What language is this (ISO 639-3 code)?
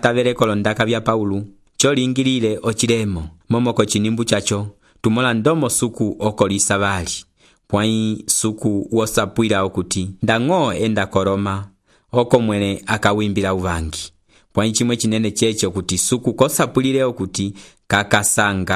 umb